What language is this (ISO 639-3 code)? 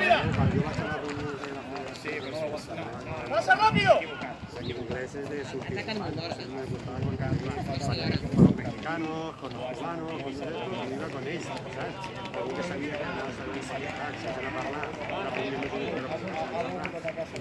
cat